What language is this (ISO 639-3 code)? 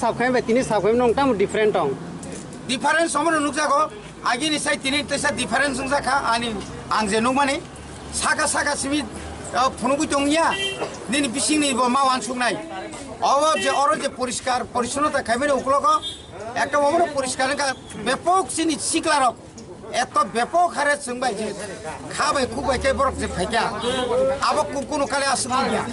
trp